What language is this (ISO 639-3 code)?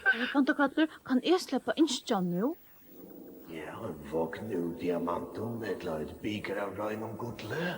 fao